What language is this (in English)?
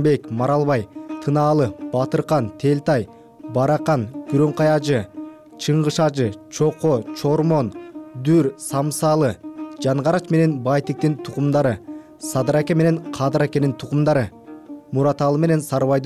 Kyrgyz